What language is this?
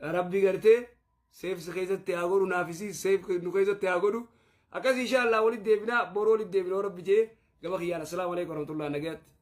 Oromo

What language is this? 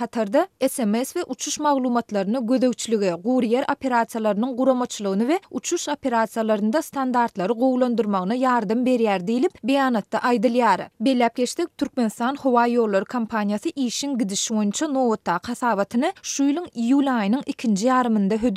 Turkmen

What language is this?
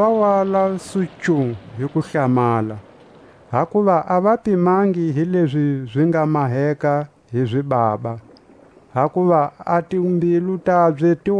Tswa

